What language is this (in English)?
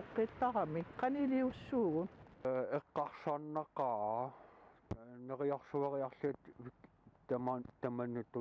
Kalaallisut